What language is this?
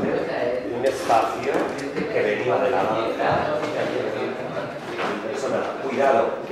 Spanish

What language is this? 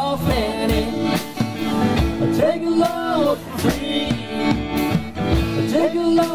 English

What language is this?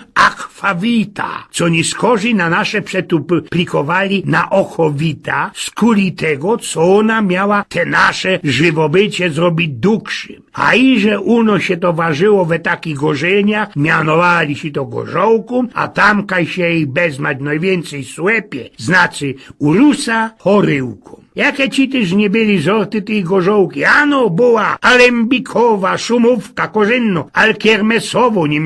Silesian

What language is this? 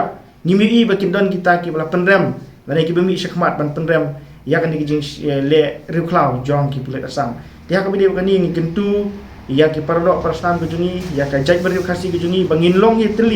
Khasi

